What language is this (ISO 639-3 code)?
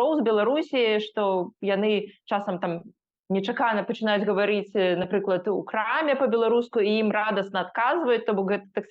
bel